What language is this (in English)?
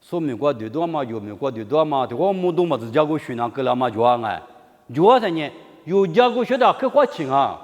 Lisu